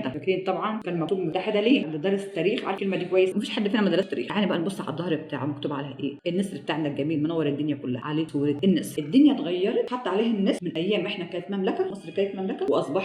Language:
Egyptian Arabic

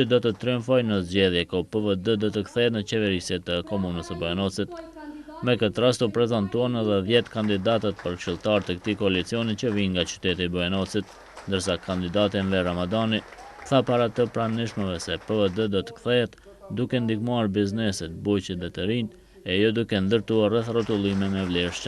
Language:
Albanian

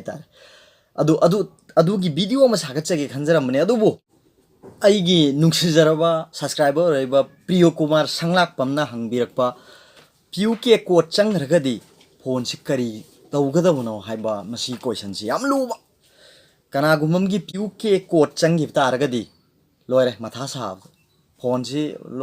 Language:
Manipuri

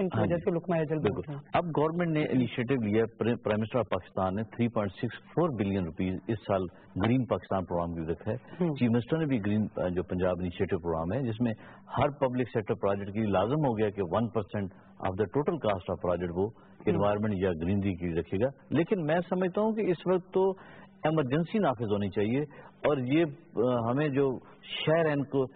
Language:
Urdu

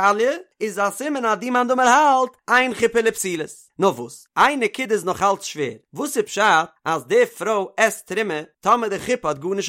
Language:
Yiddish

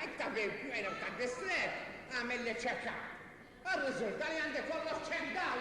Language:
Maltese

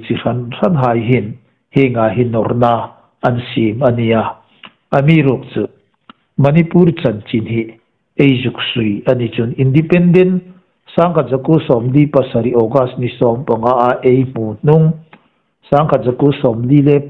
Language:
Hmar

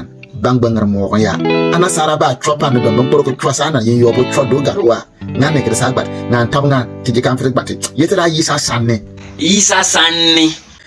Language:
Bimoba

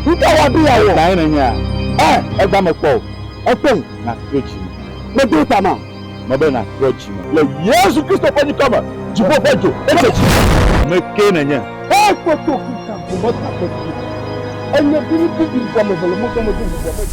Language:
Ewe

